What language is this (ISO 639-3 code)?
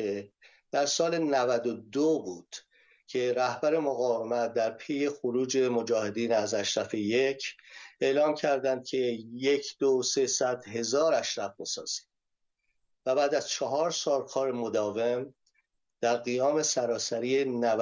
fas